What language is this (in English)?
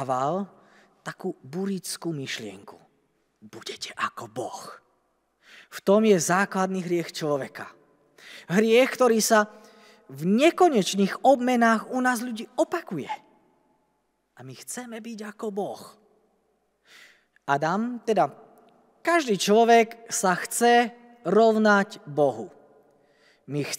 Slovak